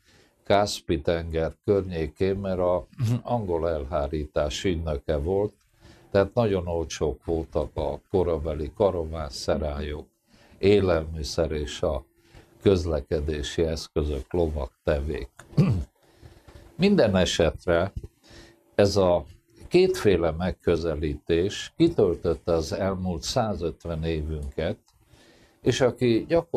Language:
Hungarian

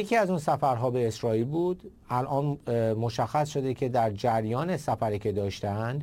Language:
Persian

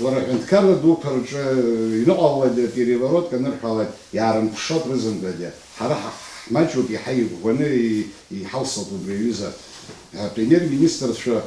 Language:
Abkhazian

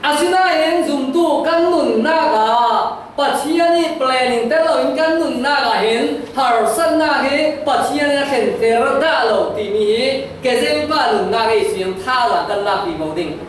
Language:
Falam Chin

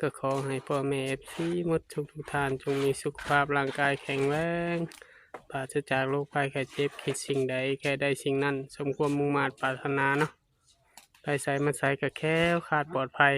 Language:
Northeastern Thai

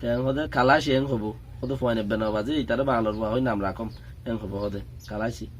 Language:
Rohingya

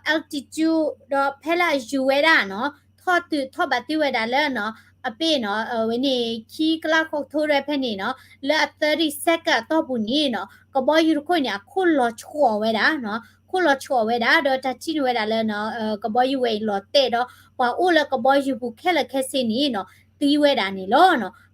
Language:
S'gaw Karen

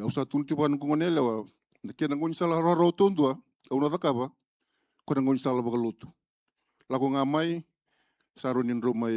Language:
Fijian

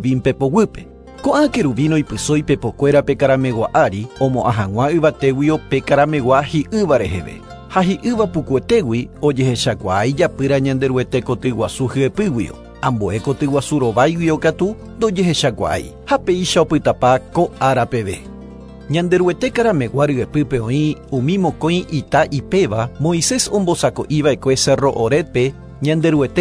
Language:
Guarani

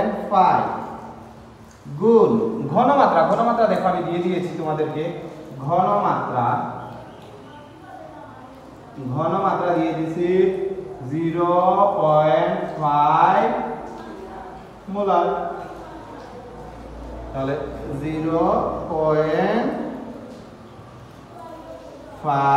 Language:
Bangla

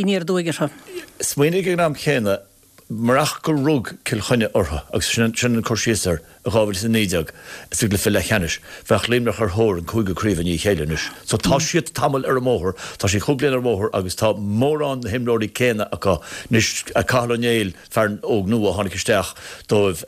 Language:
Irish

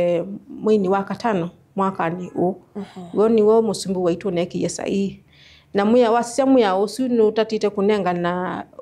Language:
Kamba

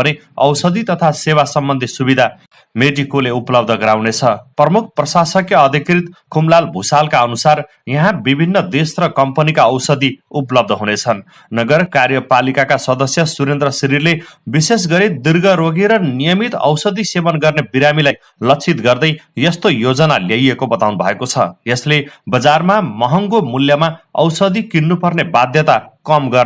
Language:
Nepali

